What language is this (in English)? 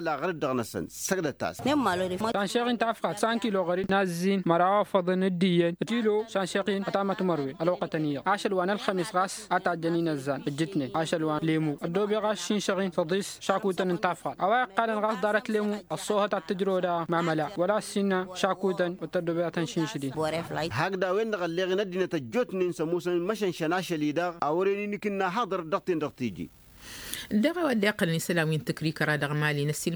Tamasheq